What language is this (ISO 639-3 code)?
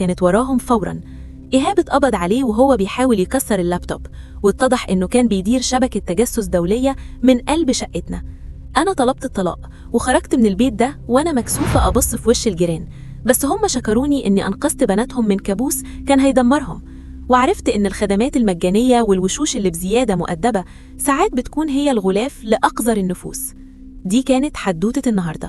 arz